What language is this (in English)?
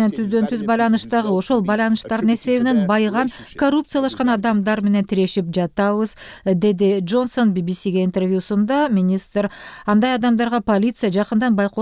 Kyrgyz